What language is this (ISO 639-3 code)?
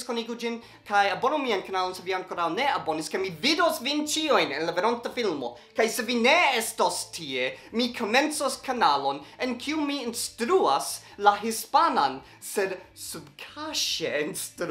epo